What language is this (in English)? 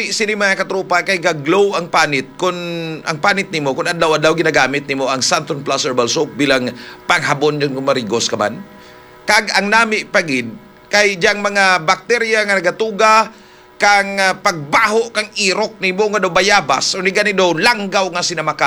Hiligaynon